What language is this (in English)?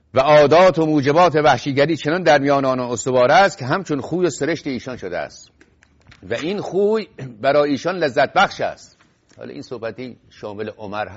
Persian